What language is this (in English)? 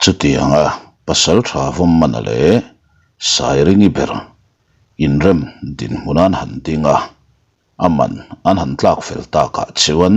Mizo